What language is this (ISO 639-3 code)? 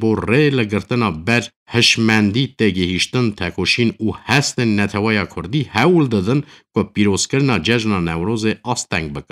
kur